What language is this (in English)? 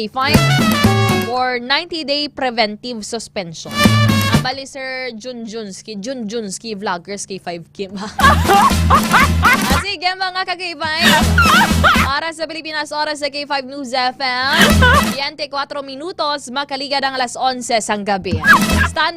Hiligaynon